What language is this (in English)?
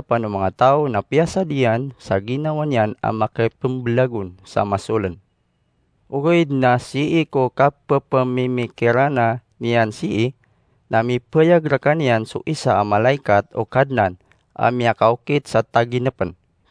Maranao